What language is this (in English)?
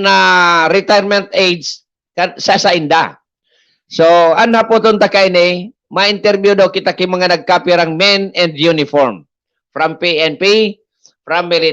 Bikol